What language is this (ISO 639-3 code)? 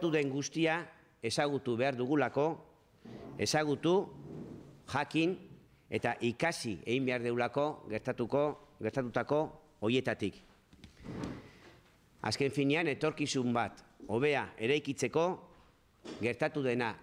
eus